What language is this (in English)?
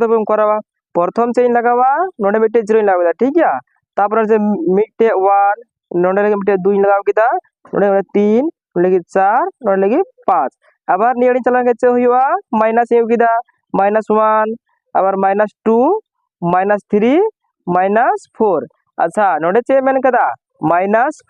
Santali